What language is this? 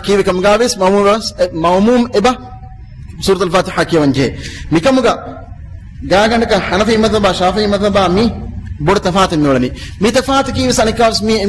Divehi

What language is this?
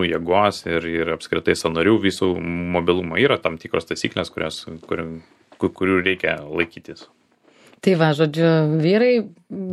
Lithuanian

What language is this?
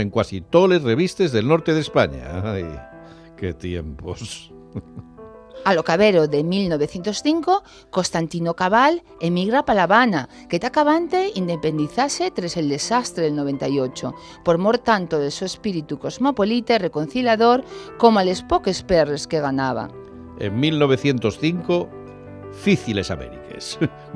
Asturian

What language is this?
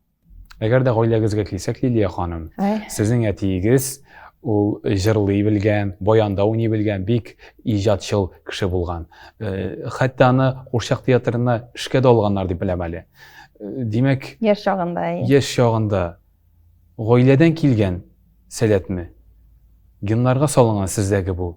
Tatar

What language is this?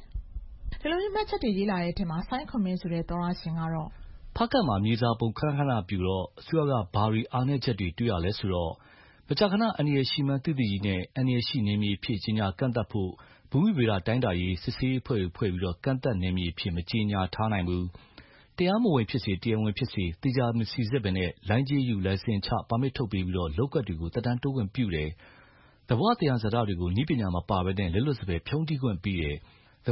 Burmese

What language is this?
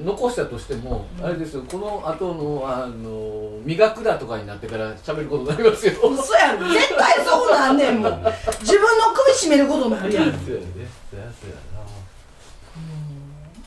Japanese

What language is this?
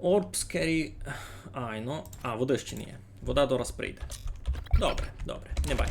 Rusyn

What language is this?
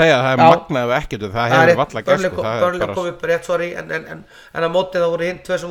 Icelandic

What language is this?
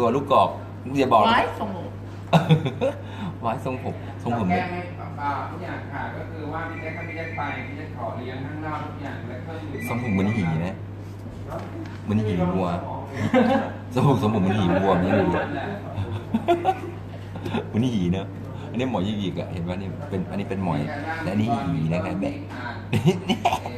Thai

